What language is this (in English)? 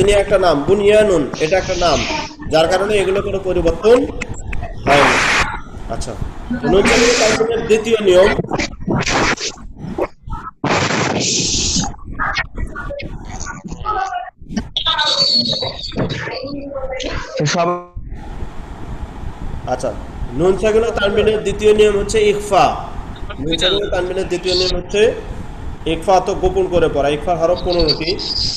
Bangla